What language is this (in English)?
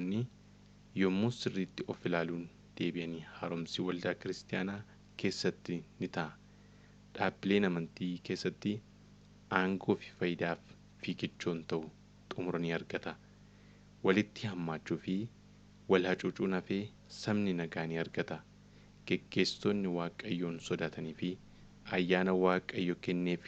Oromo